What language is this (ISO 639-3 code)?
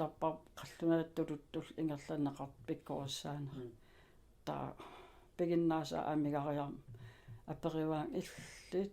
kal